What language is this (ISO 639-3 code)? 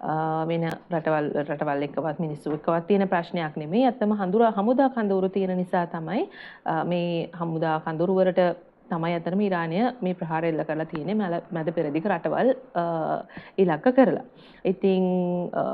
sin